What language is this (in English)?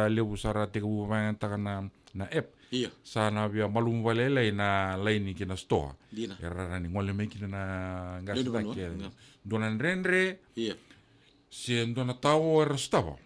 Fijian